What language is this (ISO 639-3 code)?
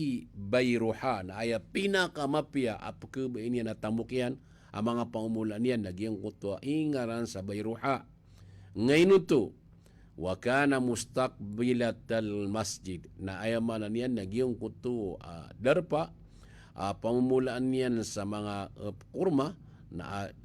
mrw